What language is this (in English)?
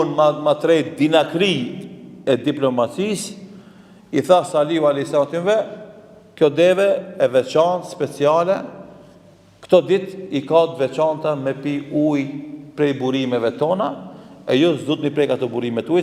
Albanian